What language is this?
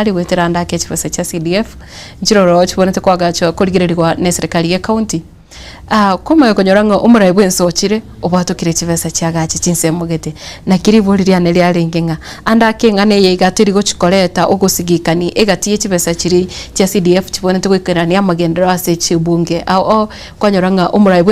Gusii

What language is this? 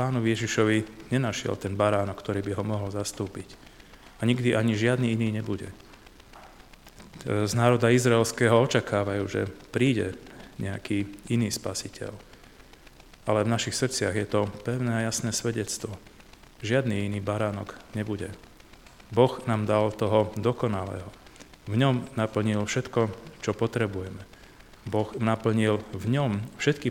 Slovak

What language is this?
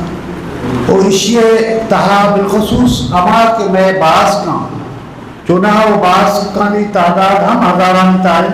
Eastern Balochi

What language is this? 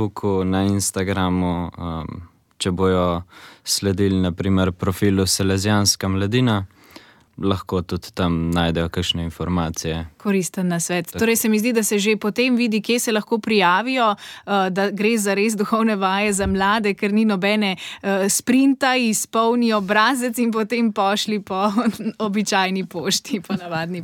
Slovenian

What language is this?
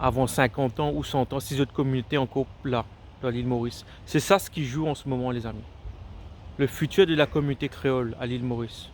Morisyen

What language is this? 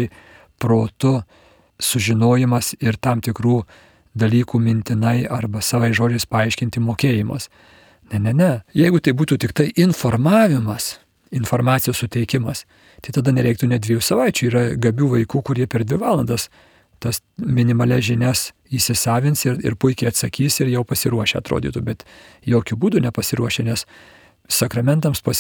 Lithuanian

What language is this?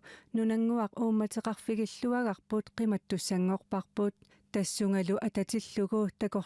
Kalaallisut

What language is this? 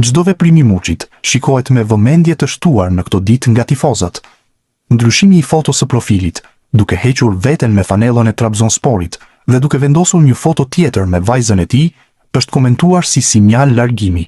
Albanian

